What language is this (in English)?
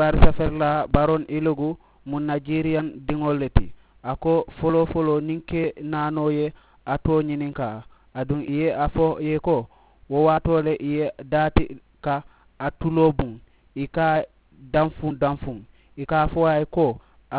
Mandingo